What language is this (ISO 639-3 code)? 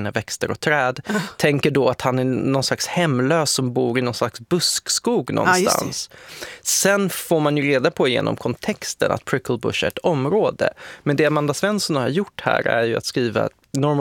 swe